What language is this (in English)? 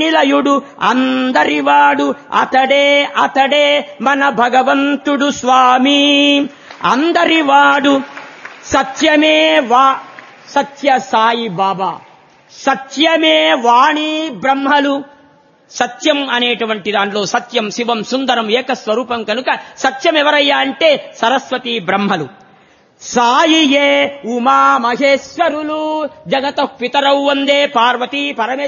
Telugu